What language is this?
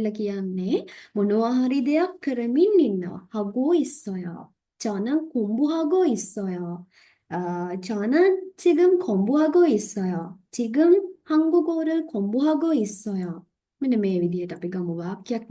Sinhala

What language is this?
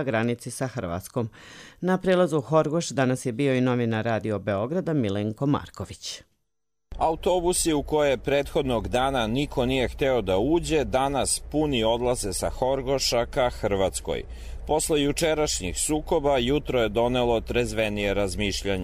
Croatian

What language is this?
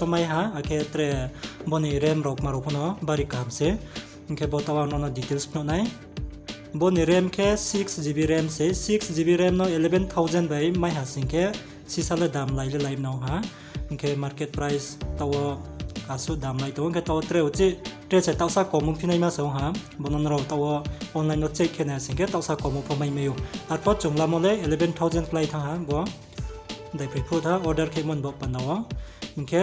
Riang (India)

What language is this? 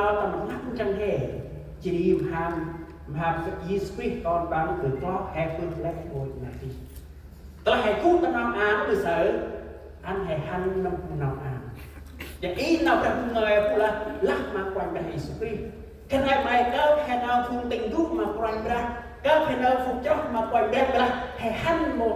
Central Mnong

